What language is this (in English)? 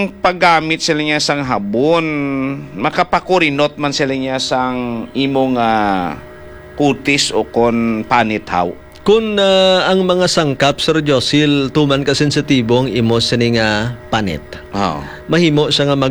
Hiligaynon